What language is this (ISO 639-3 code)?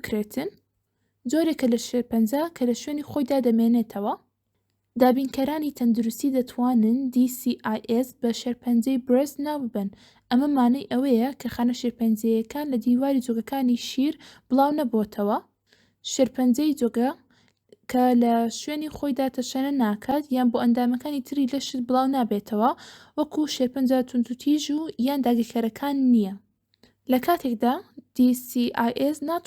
ckb